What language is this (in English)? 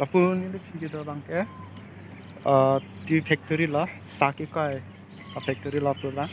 Karbi